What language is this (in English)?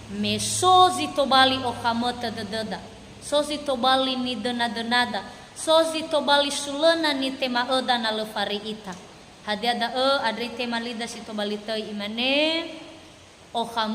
Nias